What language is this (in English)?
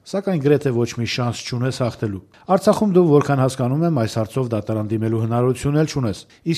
Armenian